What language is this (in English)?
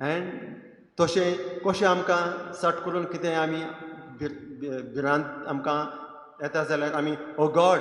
Konkani